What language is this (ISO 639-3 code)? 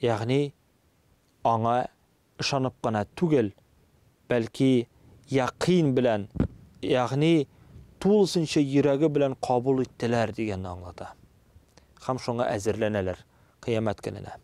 tat